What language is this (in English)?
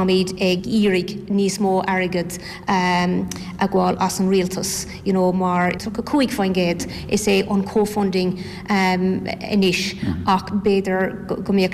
Irish